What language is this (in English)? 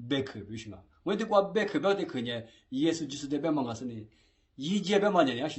Lisu